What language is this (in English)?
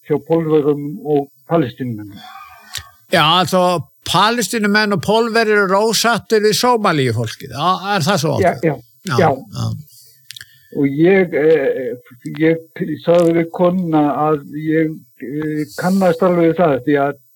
Icelandic